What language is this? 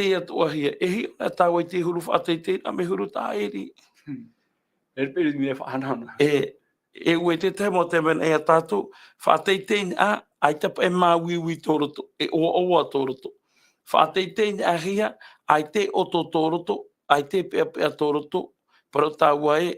Tahitian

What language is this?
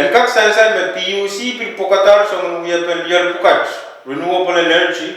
Pohnpeian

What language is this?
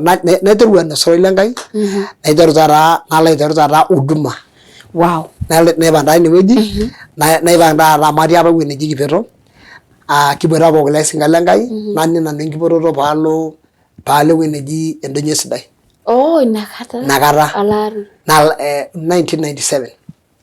Masai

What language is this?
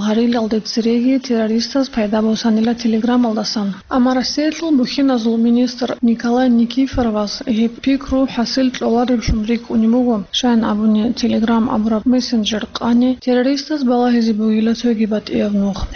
Avaric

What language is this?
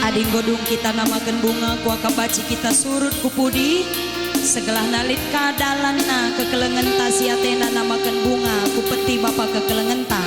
Batak Karo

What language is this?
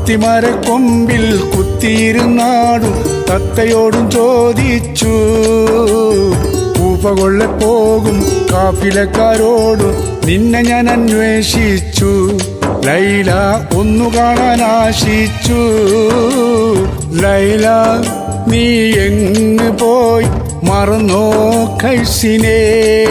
Malayalam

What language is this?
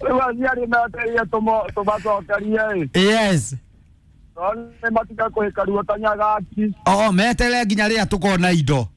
Kikuyu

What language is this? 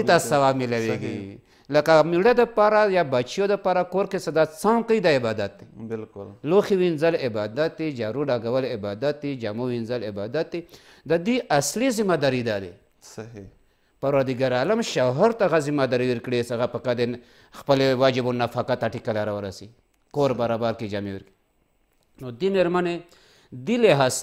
Pashto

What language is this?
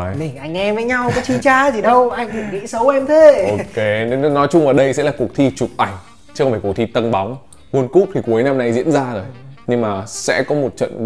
Vietnamese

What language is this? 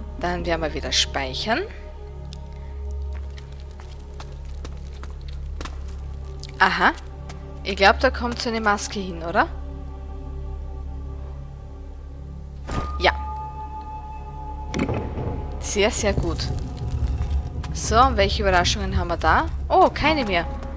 German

